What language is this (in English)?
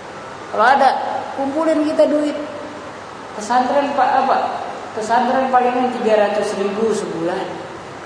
Indonesian